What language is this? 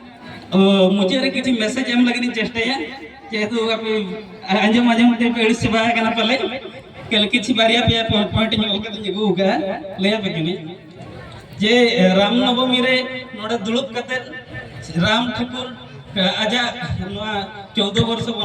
Santali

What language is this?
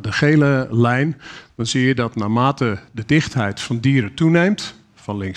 Dutch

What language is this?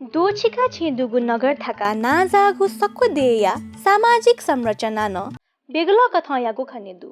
Newari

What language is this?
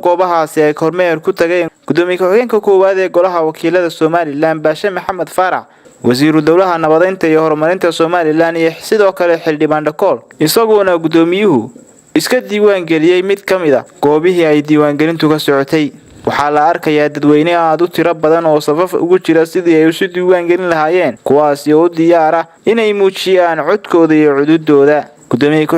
Somali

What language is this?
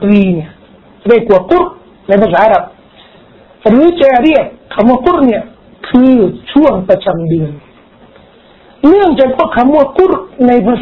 Thai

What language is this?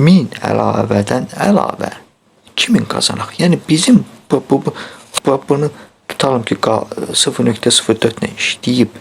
Azerbaijani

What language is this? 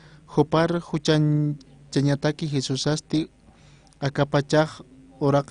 Aymara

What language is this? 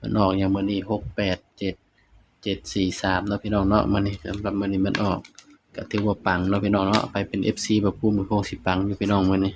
Northeastern Thai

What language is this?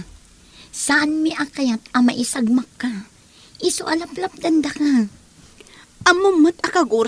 Iloko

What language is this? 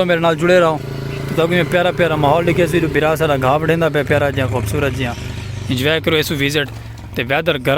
Saraiki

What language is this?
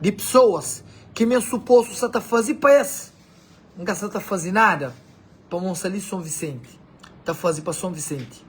Kabuverdianu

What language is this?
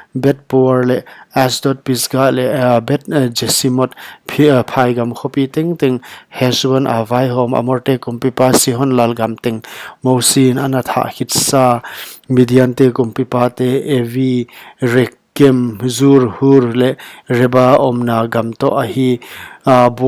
Paite Chin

